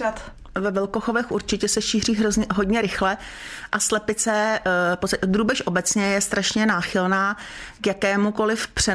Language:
Czech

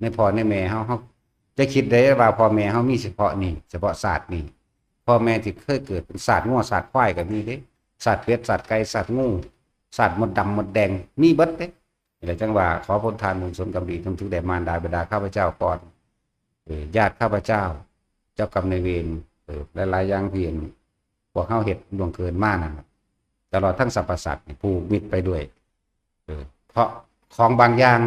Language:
Northeastern Thai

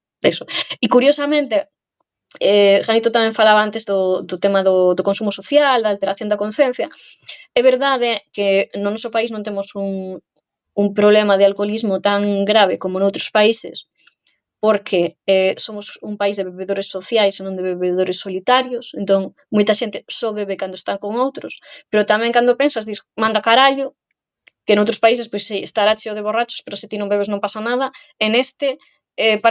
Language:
Galician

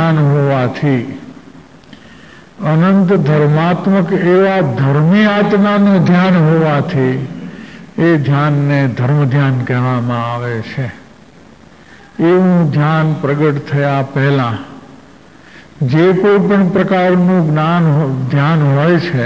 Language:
Gujarati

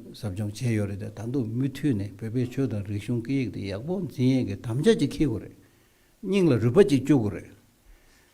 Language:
Tibetan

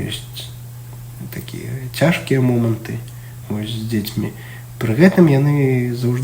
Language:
Belarusian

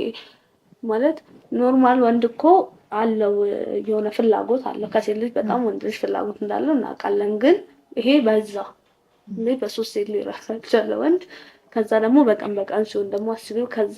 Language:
Amharic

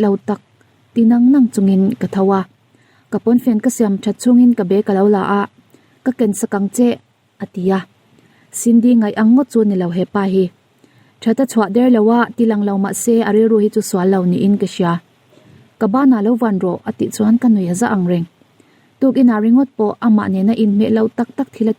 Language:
Mizo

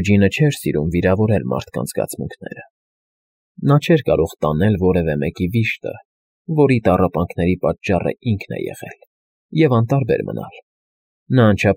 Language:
Armenian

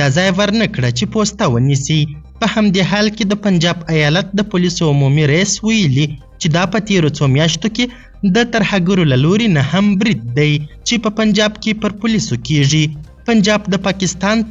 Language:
Pashto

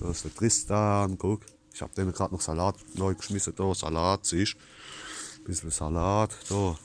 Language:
Palatine German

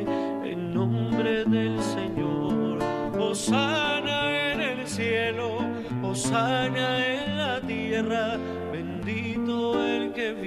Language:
Spanish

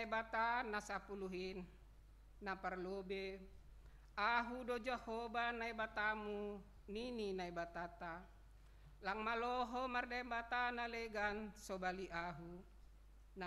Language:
Batak Simalungun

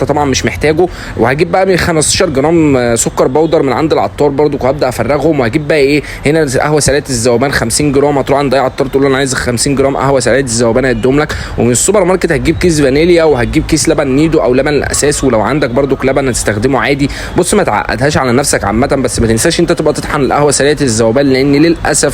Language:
Egyptian Arabic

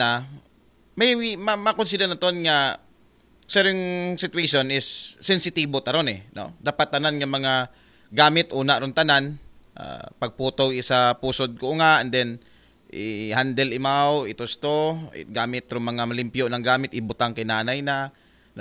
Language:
Aklanon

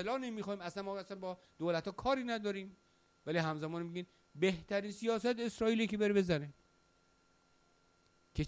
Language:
Persian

